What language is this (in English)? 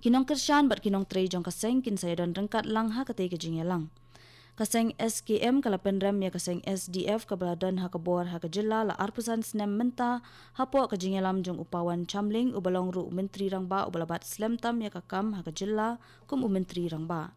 Khasi